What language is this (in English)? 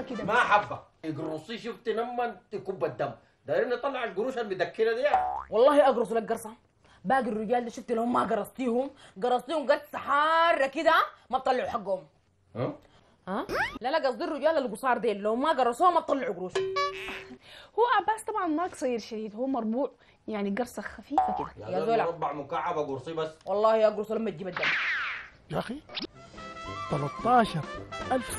Sudanese Arabic